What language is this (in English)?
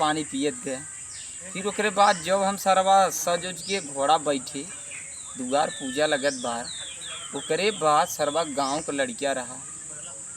Awadhi